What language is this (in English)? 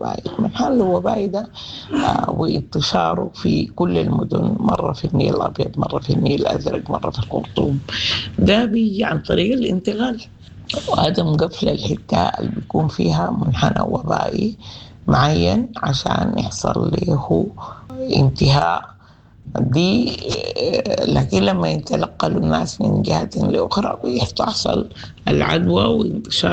Sudanese Arabic